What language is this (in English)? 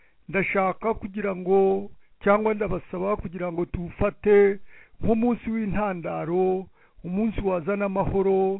Kinyarwanda